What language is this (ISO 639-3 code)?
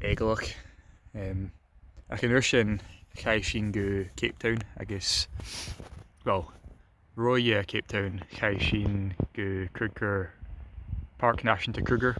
gla